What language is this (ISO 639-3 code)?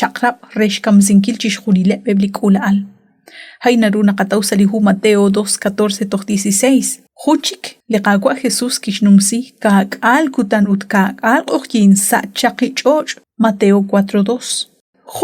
kek